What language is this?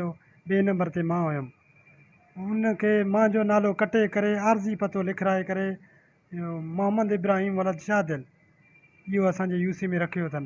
Sindhi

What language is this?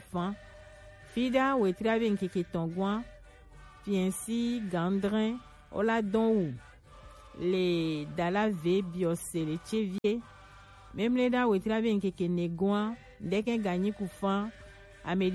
Gen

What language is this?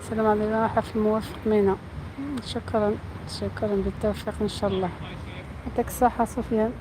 Algerian Arabic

